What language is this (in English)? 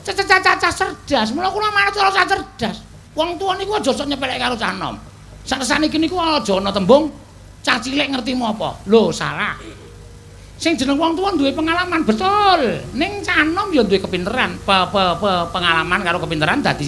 Javanese